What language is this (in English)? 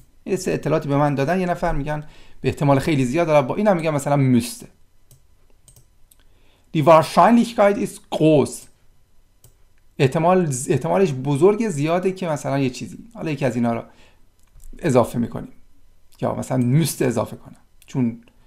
Persian